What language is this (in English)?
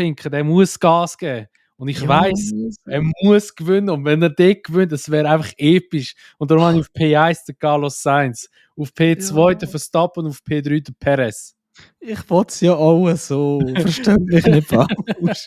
Swiss German